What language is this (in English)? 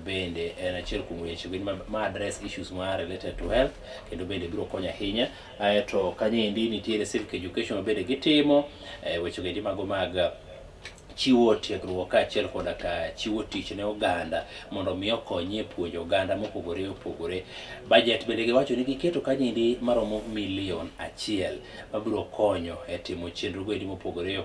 Luo (Kenya and Tanzania)